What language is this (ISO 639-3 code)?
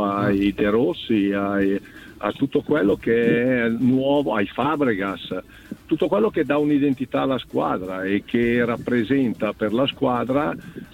ita